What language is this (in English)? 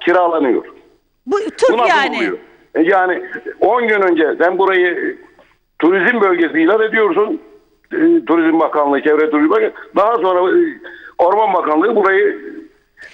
Turkish